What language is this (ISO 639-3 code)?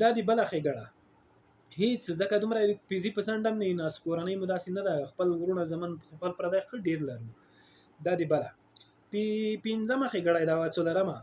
pus